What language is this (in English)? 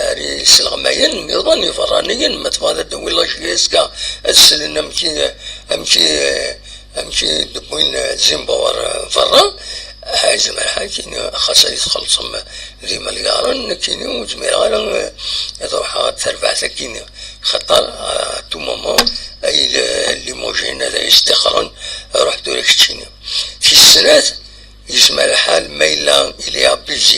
Kabyle